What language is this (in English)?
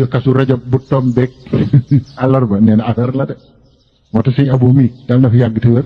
Wolof